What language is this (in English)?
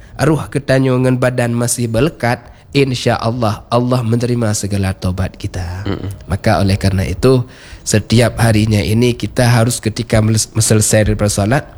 Malay